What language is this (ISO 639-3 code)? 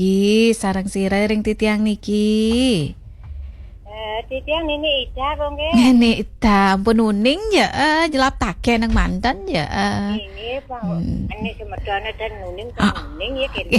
ban